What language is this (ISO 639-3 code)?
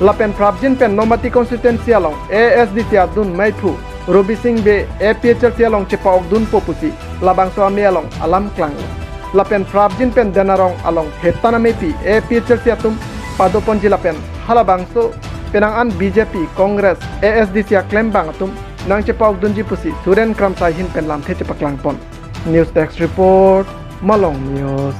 mjw